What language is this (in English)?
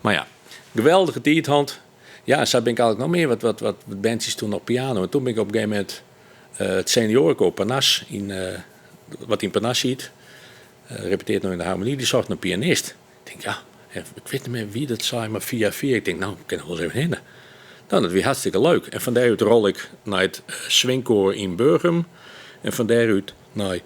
Western Frisian